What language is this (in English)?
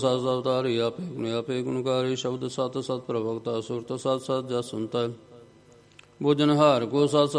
Punjabi